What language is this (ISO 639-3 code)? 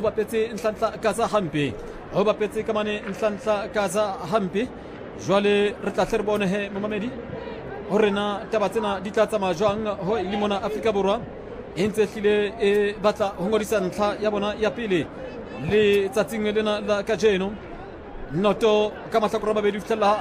sot